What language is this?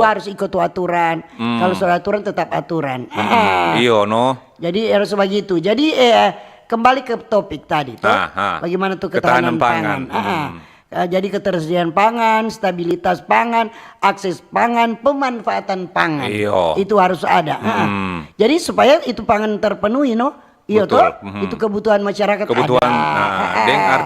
Manado Malay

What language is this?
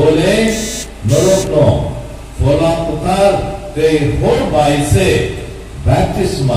Kok Borok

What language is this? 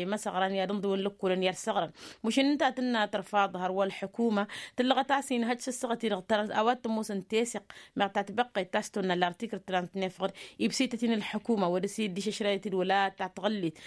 Tamasheq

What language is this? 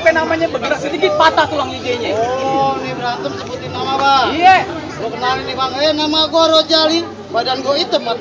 Betawi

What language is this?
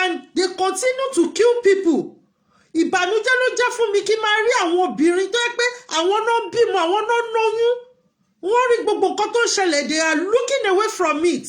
Yoruba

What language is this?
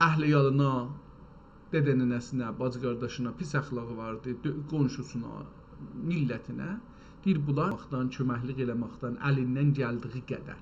South Azerbaijani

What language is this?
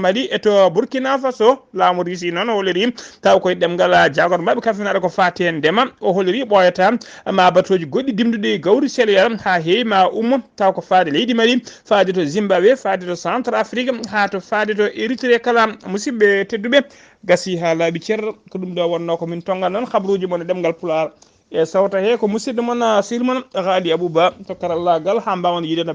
Fula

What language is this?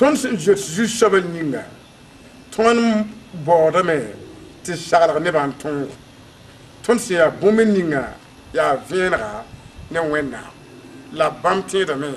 Mossi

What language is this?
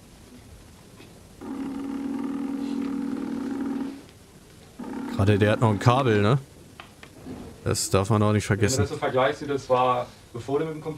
German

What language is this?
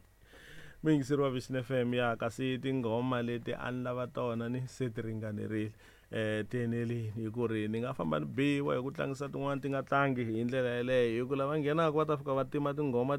Tsonga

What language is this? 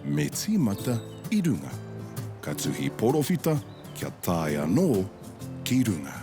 Māori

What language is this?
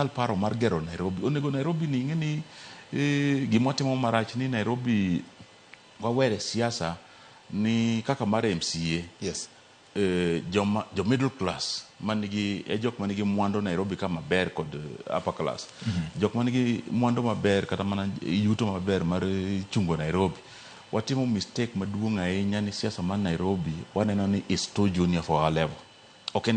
Luo (Kenya and Tanzania)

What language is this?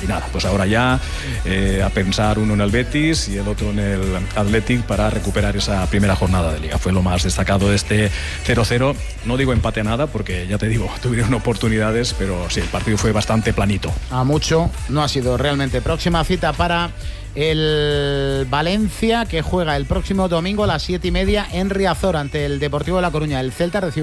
Spanish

